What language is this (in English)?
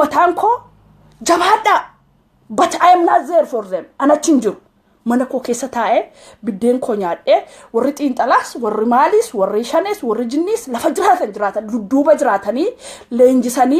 Oromo